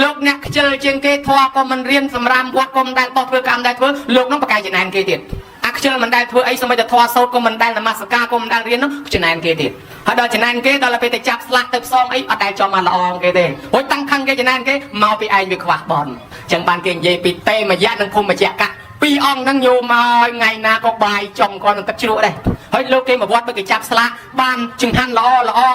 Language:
Khmer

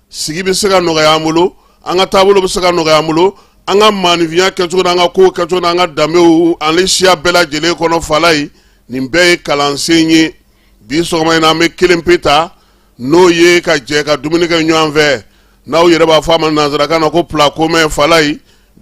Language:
Bambara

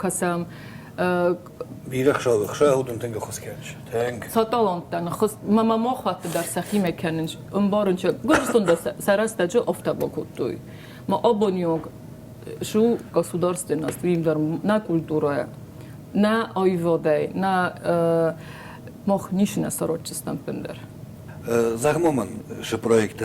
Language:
Ossetic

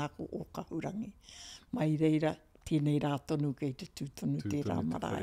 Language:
Māori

